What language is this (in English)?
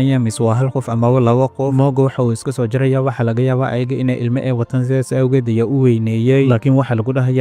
Somali